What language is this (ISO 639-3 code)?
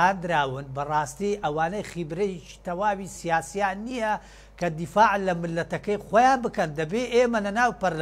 ckb